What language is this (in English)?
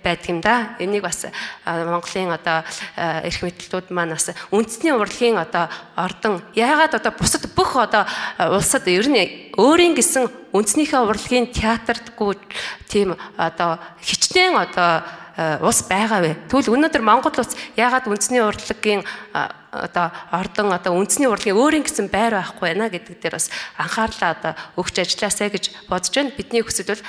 Mongolian